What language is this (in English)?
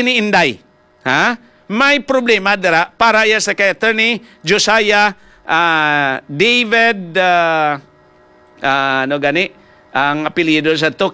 Hiligaynon